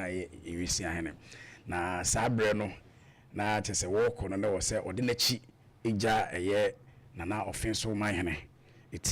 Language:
Akan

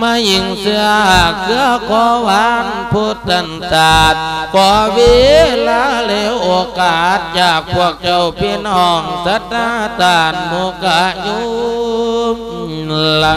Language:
Lao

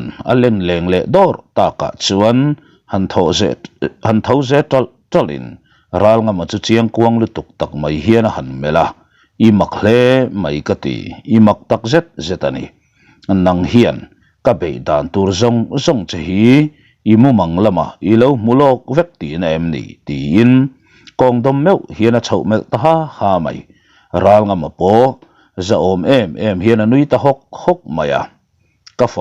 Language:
Mizo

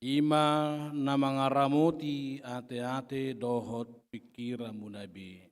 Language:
Batak Toba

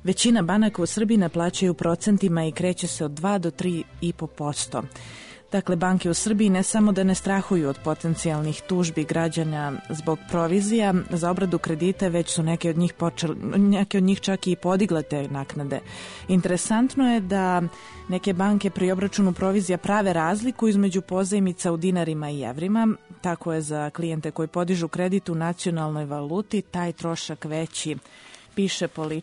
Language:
Serbian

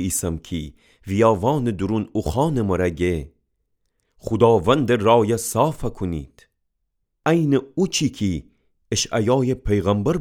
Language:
Gilaki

